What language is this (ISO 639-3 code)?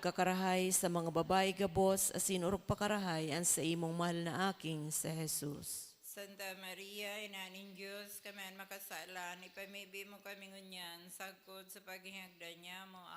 bik